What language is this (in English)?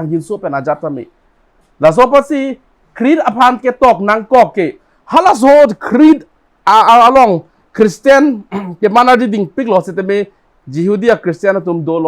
Karbi